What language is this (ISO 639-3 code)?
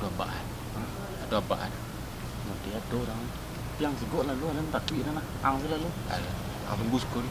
min